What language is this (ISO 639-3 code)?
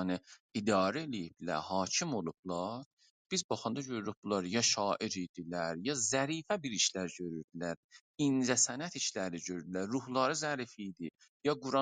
azb